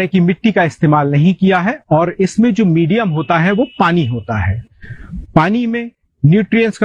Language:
Hindi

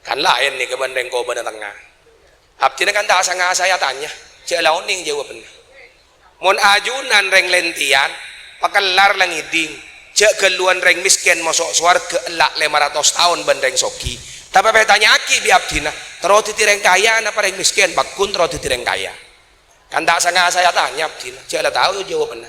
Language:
Madurese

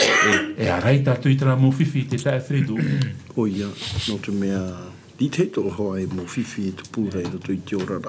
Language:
Tahitian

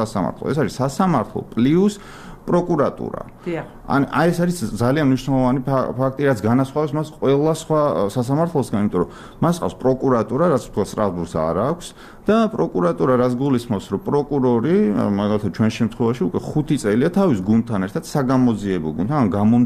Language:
Georgian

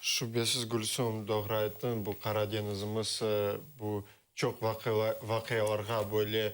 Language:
Crimean Tatar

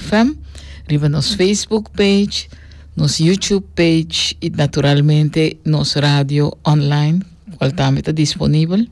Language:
Papiamento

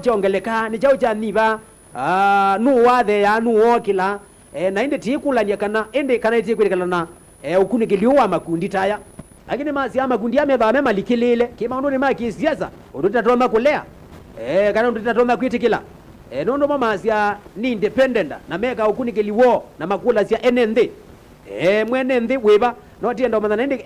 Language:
Kamba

